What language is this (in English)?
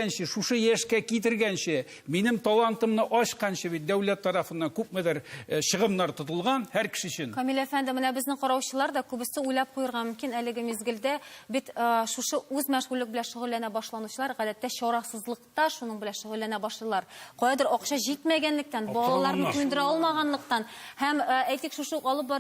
Tatar